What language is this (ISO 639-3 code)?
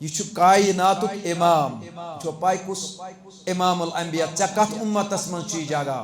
kas